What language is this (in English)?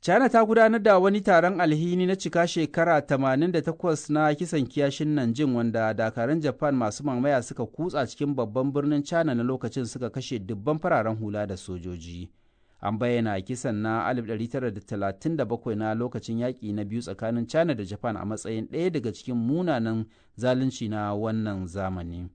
Hausa